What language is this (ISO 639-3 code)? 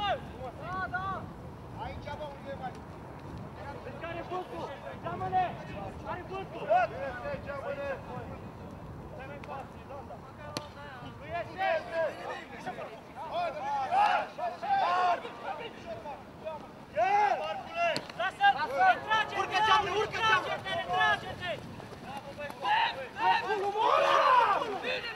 ron